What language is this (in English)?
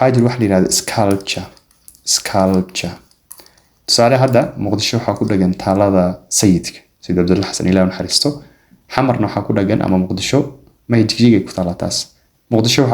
Somali